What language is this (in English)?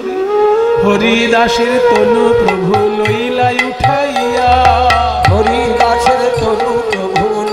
Bangla